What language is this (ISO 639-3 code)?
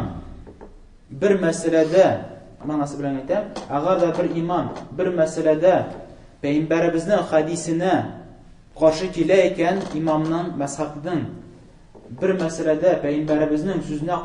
tat